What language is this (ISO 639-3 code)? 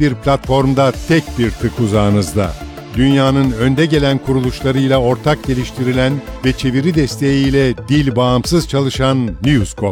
tur